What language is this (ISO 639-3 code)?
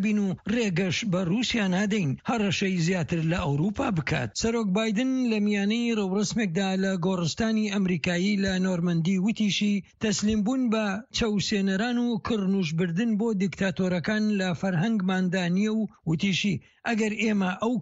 ckb